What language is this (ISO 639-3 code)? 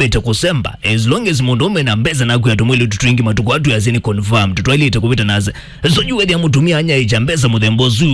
kam